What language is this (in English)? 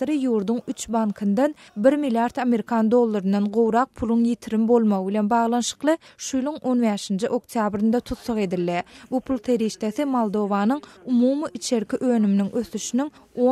Turkmen